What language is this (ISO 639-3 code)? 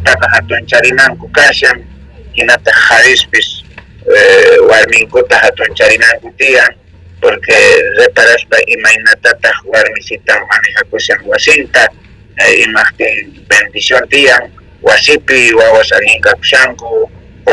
quh